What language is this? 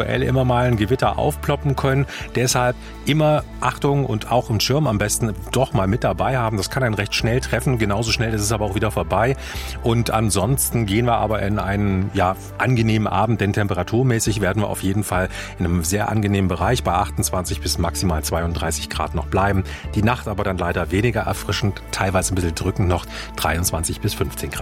German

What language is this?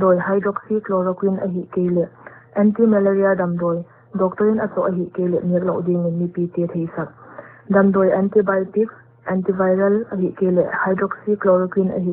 Paite Chin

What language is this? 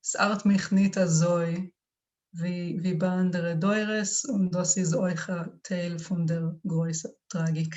Yiddish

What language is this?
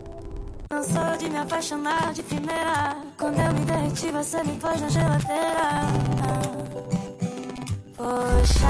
Portuguese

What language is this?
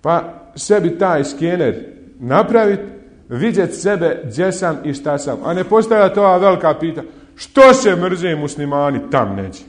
Bosnian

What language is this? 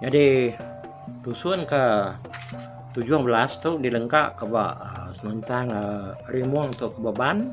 Iban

